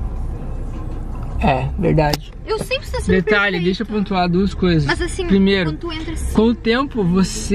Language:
Portuguese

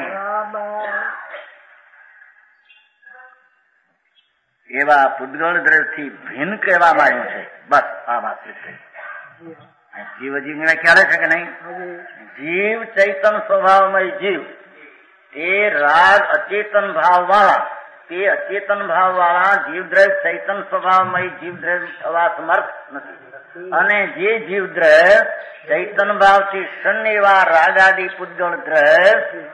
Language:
Gujarati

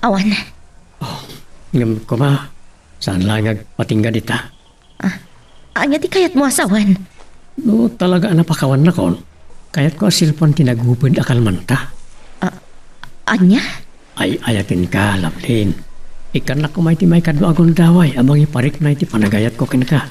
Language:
Iloko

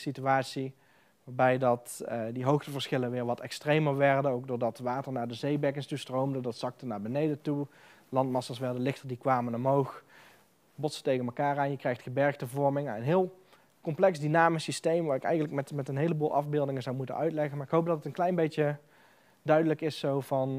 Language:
Dutch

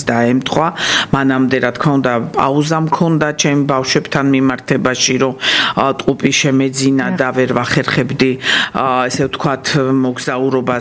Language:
Georgian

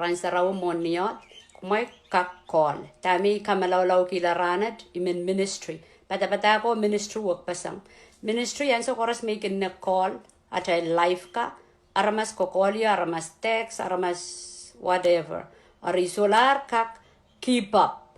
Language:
Pohnpeian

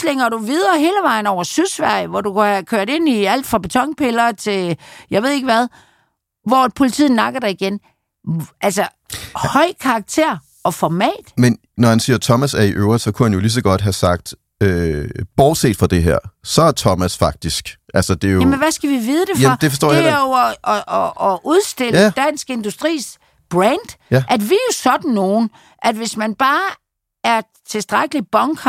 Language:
Danish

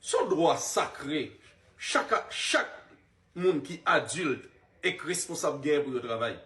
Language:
Haitian Creole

